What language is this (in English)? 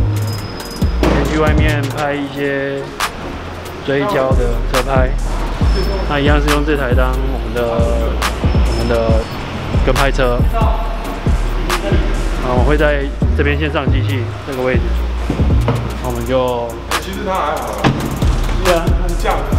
Chinese